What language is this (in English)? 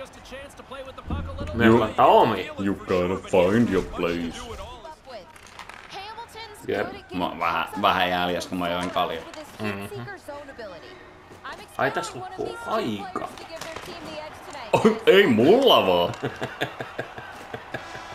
Finnish